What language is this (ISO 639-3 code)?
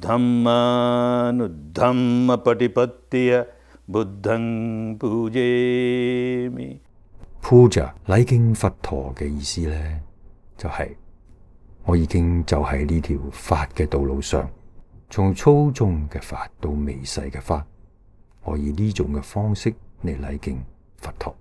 yue